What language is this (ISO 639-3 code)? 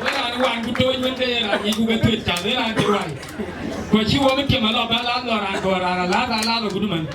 din